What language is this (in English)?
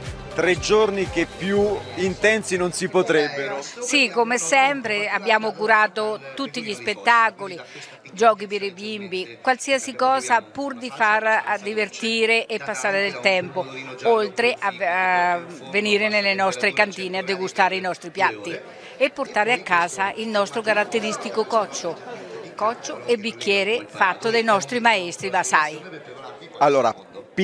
Italian